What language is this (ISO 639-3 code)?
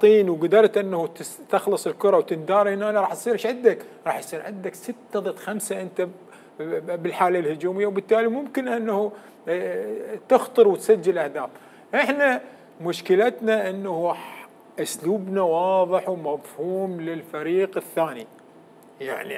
acm